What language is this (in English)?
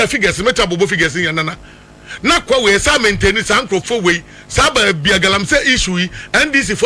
Akan